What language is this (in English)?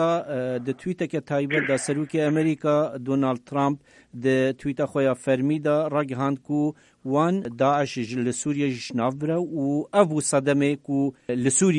Kurdish